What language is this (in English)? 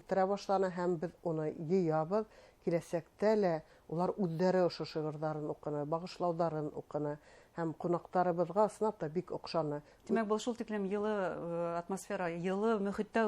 Bashkir